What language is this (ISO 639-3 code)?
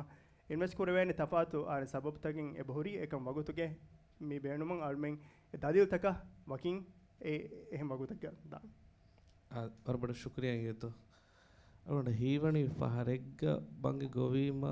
div